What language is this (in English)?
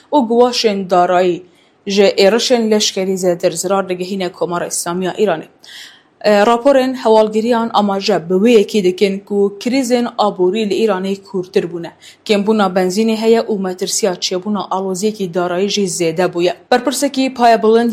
Kurdish